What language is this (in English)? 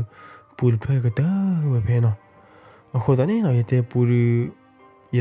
S'gaw Karen